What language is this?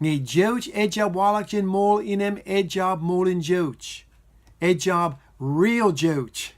Marshallese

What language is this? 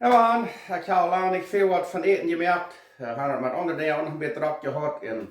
Plautdietsch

